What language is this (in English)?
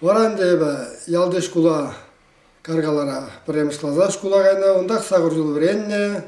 Chuvash